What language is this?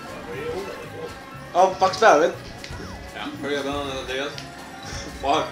Faroese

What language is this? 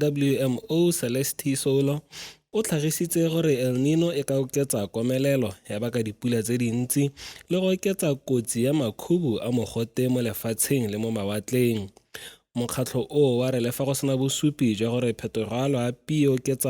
Tswana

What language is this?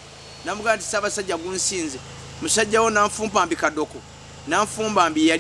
Ganda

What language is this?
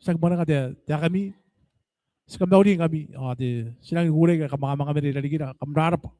Gilbertese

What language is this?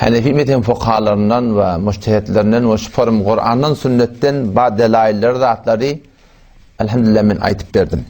Turkmen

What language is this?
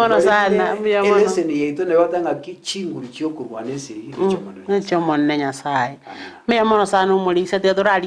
Gusii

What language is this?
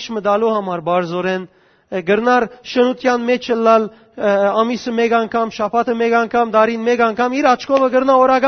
Western Armenian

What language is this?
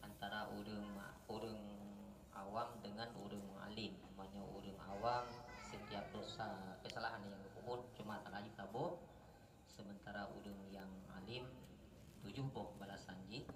Achinese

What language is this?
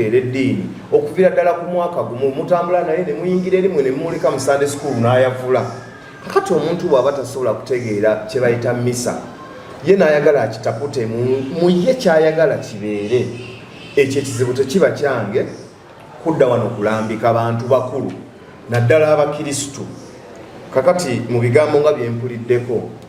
Ganda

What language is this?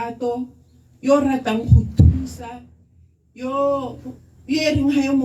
Tswana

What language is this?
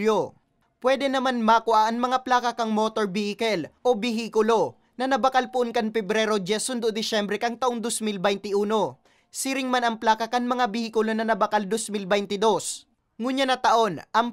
Bikol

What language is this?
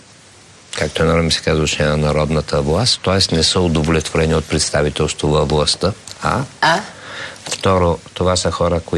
Bulgarian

